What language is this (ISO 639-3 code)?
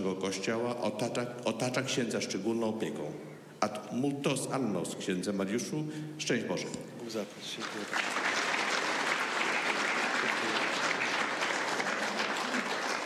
pol